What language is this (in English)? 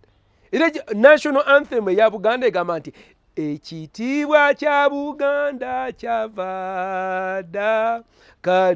Ganda